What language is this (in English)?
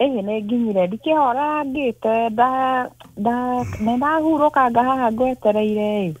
Kikuyu